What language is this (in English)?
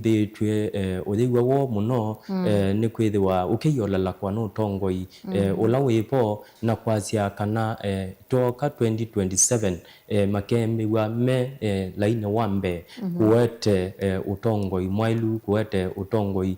Kamba